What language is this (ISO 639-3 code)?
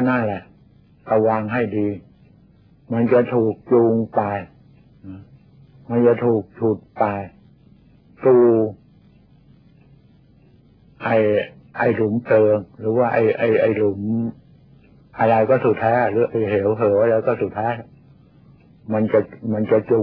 tha